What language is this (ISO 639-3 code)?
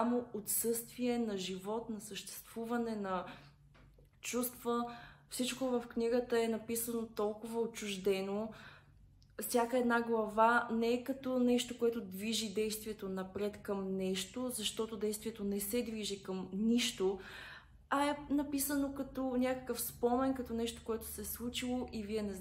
bul